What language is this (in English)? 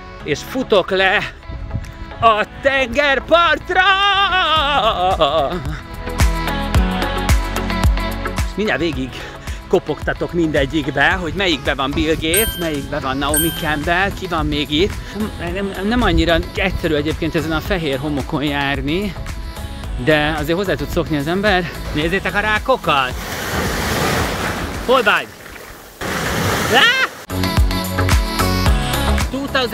Hungarian